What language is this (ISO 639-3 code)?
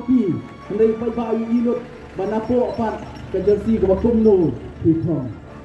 kha